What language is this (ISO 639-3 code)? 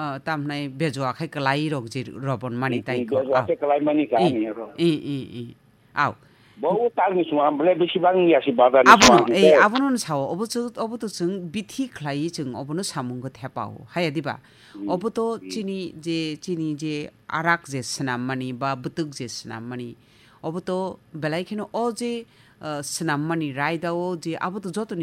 trp